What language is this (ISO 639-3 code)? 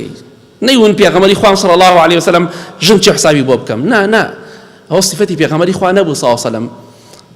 ckb